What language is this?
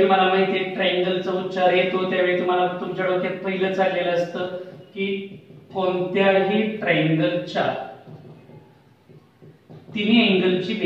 Marathi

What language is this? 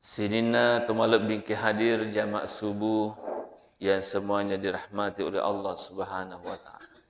Buginese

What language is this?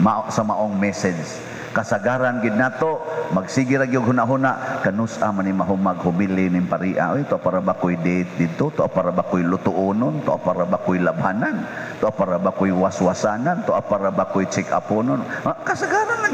Cebuano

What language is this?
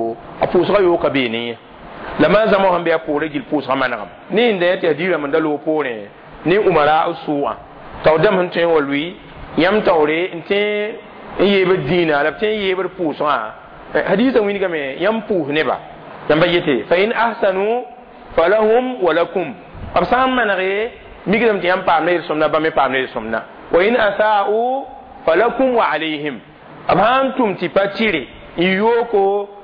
Mossi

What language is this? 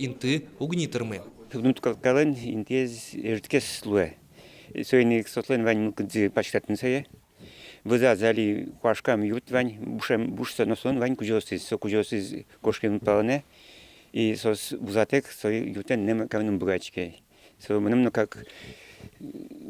Udmurt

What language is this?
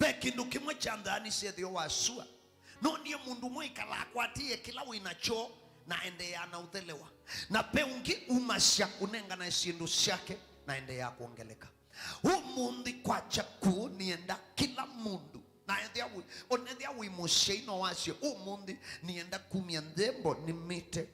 Kamba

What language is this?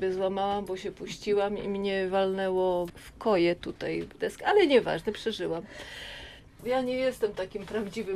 Polish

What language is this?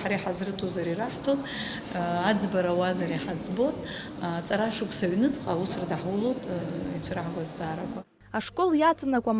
Abkhazian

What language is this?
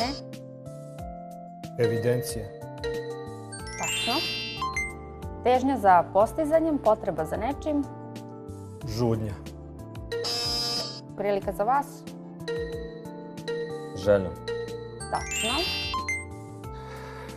Serbian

